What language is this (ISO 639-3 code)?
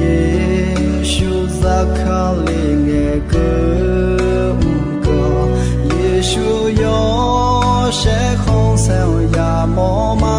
ahk